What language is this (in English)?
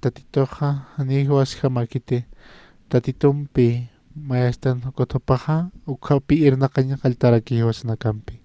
Aymara